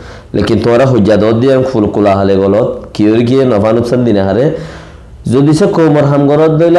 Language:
Rohingya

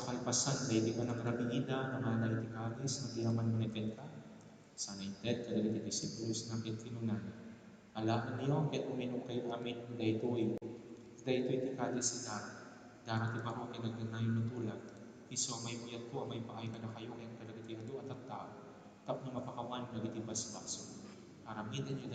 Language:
Iloko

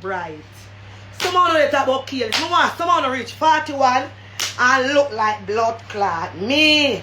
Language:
Jamaican Creole English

